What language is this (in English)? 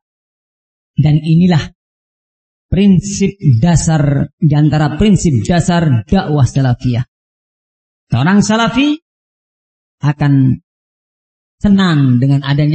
Indonesian